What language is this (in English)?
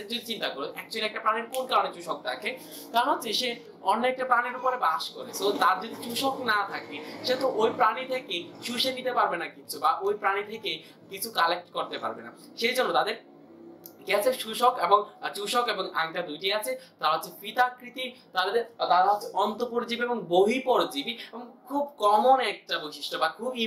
Bangla